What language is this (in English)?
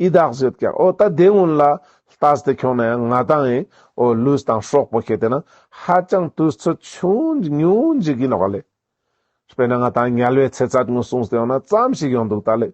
Ladakhi